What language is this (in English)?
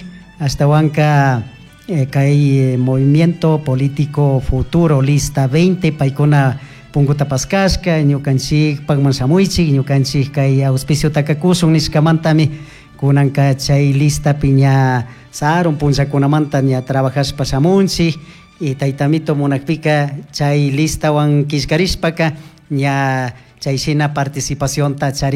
Chimborazo Highland Quichua